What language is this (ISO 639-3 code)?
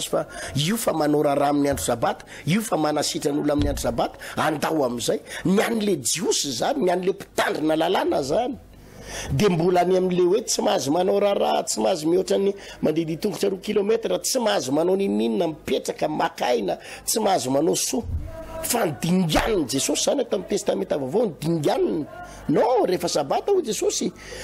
mlg